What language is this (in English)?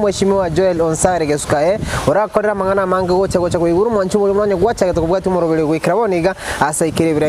Gusii